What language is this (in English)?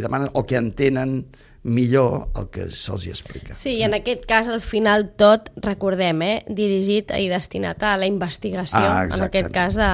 Catalan